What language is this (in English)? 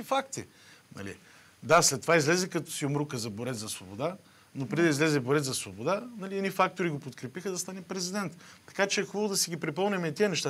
Bulgarian